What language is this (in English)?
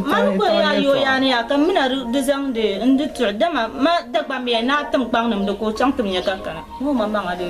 Dagbani